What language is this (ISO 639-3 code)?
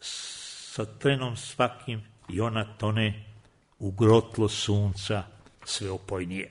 srp